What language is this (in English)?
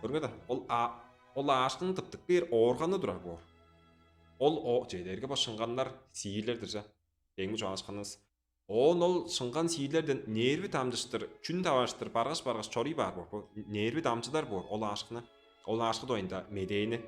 Tuvinian